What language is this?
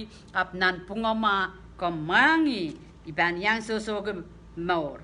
Pohnpeian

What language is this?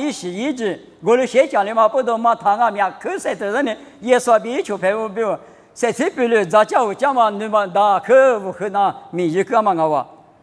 Lisu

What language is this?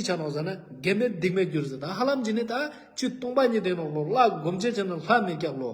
Ladakhi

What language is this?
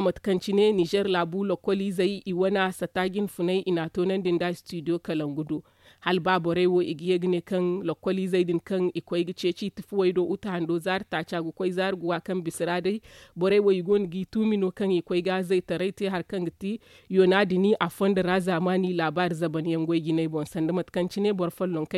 Zarma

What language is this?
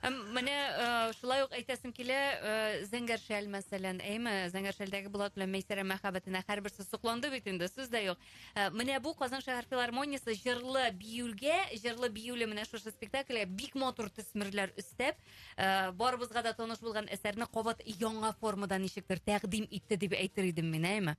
Tatar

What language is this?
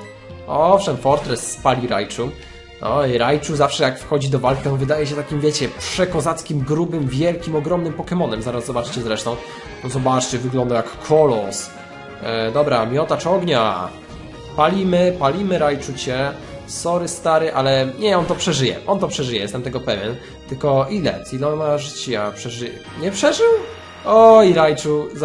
Polish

